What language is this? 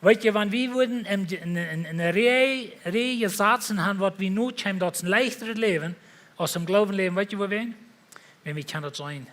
Plautdietsch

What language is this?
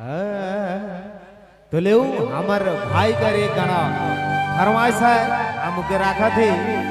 Sadri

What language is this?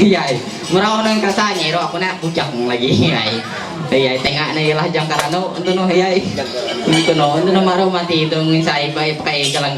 Ma'anyan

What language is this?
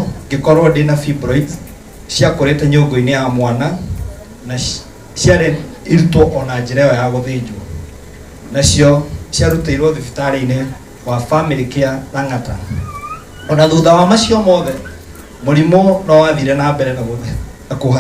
Kikuyu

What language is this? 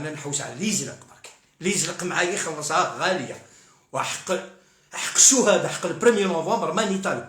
Algerian Arabic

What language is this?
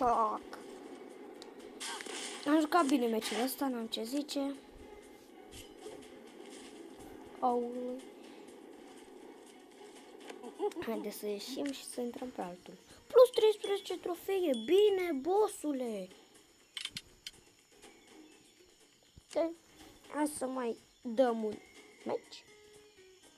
Romanian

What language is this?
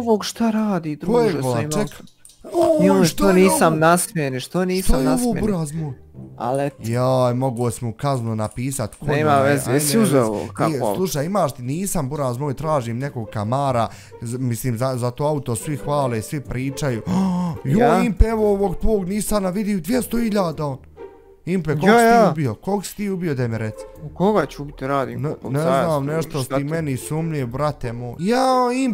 Bosnian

